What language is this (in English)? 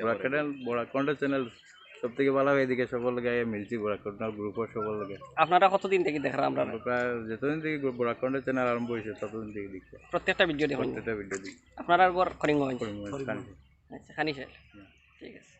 Sylheti